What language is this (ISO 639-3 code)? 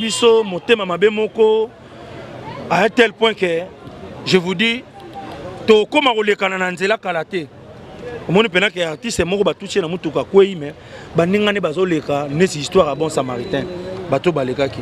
lin